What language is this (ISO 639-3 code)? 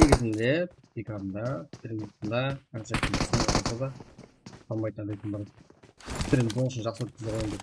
kaa